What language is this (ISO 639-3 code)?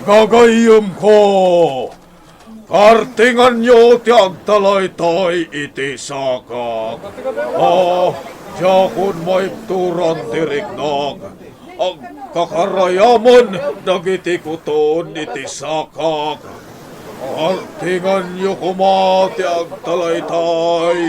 ilo